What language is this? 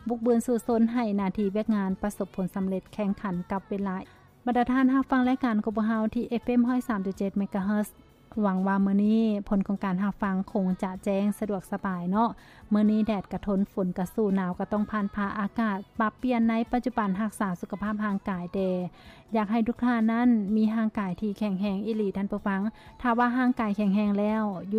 Lao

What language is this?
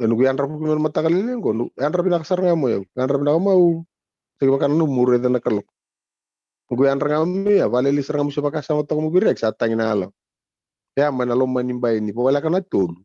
Fijian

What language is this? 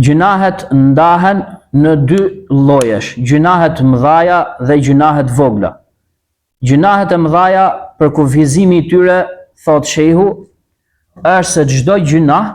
Albanian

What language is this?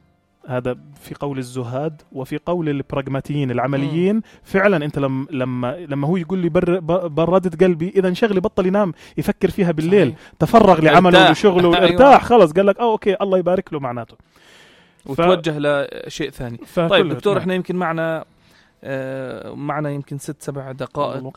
North Levantine Arabic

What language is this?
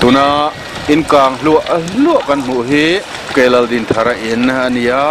Mizo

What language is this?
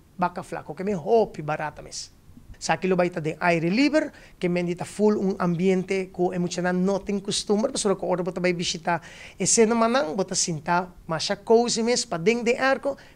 Papiamento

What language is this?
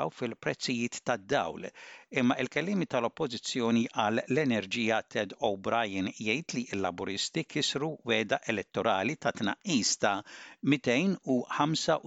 Maltese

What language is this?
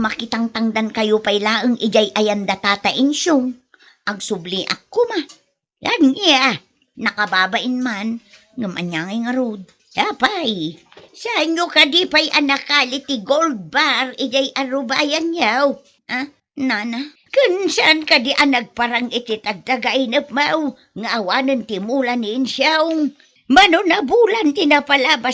Iloko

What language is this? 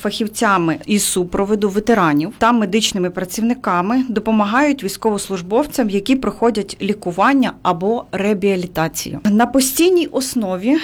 Ukrainian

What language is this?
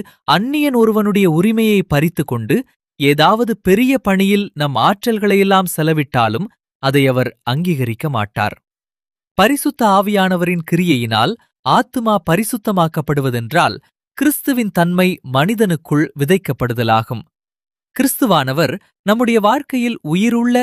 Tamil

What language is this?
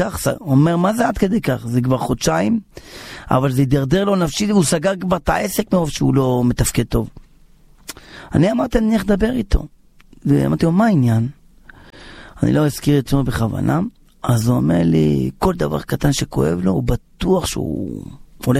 Hebrew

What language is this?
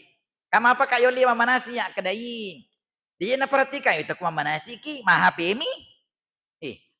Buginese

